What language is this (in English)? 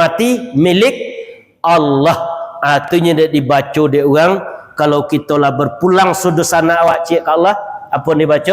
Minangkabau